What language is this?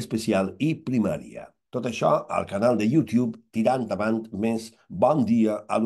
Catalan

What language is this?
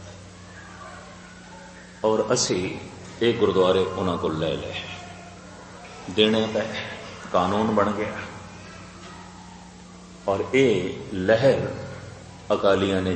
Punjabi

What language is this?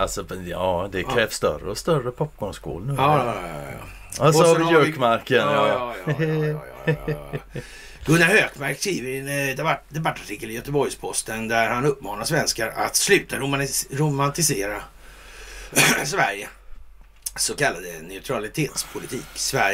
Swedish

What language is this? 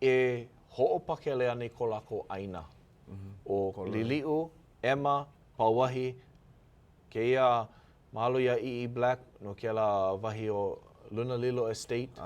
Hawaiian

